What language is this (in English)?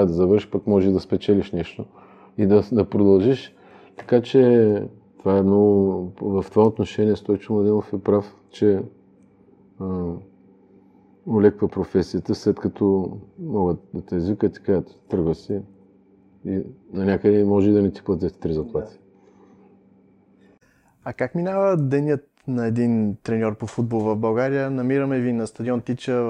Bulgarian